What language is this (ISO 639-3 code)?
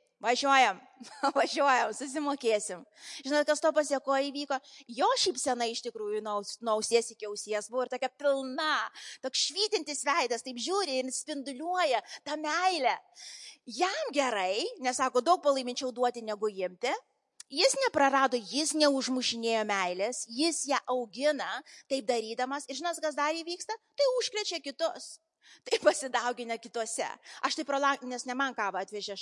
lit